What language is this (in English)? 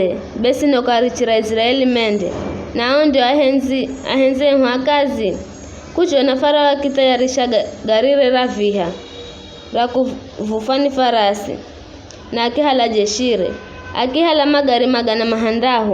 Giryama